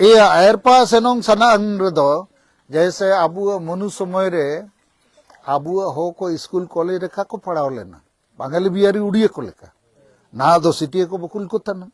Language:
Santali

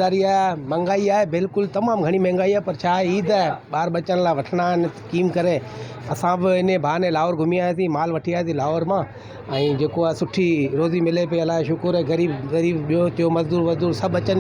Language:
Sindhi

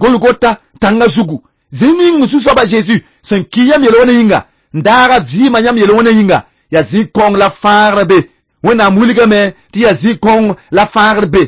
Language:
Mossi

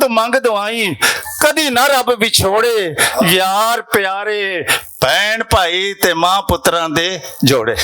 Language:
Western Panjabi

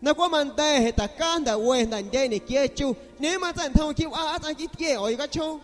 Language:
San Pedro Amuzgos Amuzgo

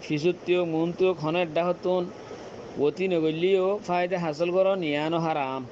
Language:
Rohingya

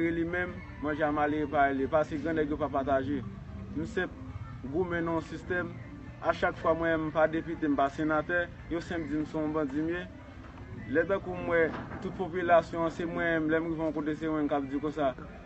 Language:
Haitian Creole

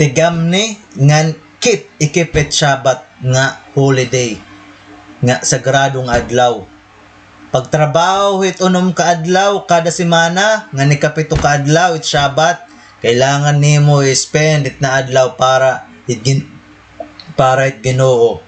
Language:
Waray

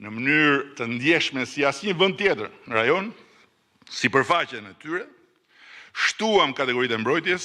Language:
Albanian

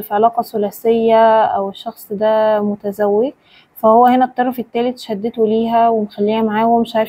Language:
Egyptian Arabic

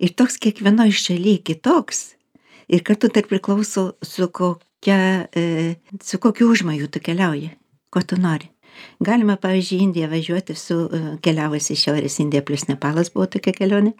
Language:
Lithuanian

